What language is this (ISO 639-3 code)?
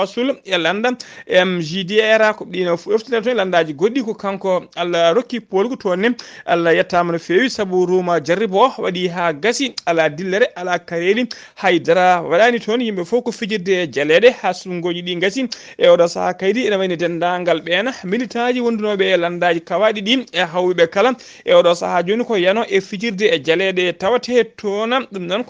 ful